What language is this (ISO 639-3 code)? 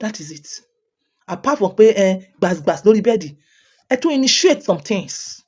yor